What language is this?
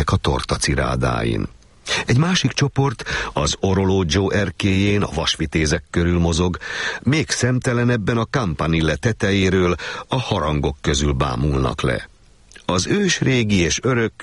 Hungarian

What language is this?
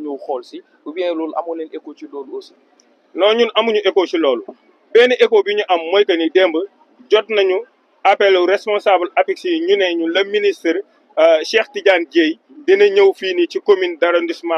Wolof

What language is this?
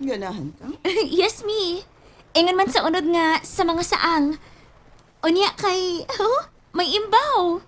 Cebuano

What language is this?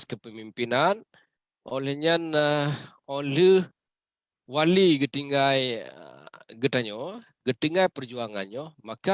Achinese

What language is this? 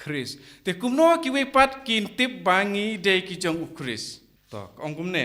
Khasi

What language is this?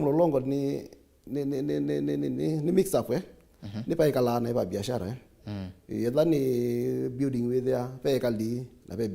Kamba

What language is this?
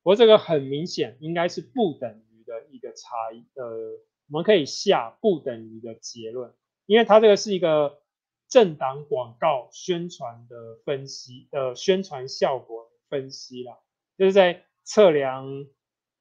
Chinese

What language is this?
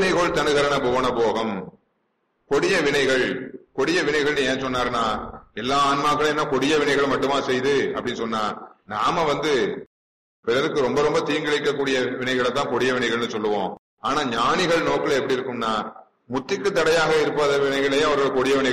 Tamil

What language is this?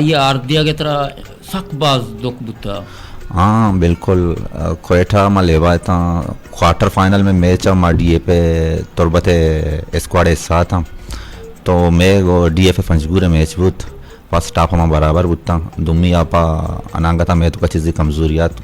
Eastern Balochi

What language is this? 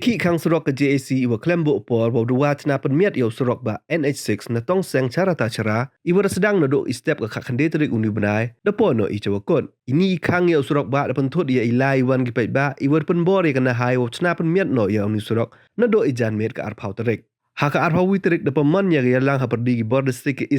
Pnar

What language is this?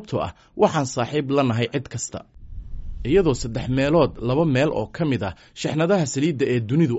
Somali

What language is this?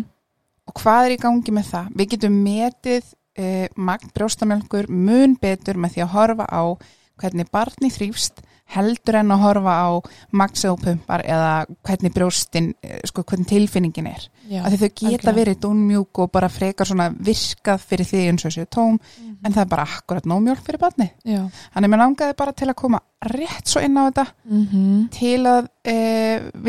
Icelandic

